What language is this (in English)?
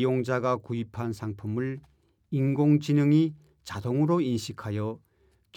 Korean